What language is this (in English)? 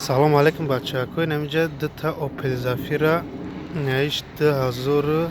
Tajik